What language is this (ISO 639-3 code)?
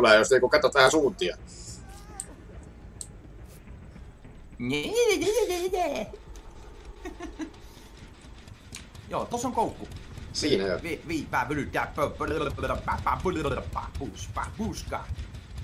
fin